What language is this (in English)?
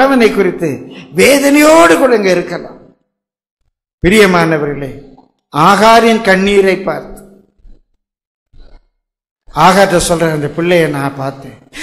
Tamil